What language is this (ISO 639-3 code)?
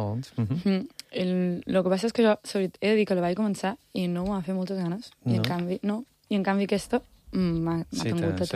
cat